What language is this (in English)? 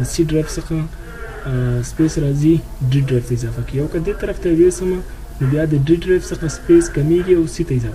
Pashto